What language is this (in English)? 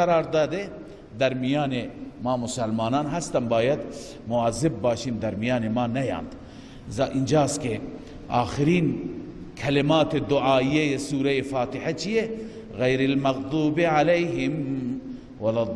Persian